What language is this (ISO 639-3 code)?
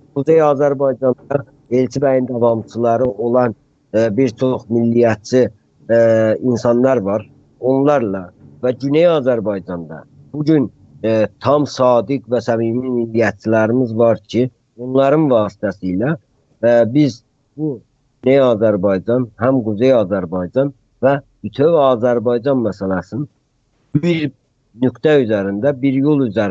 azb